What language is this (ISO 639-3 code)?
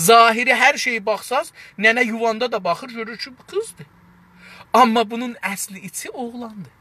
azb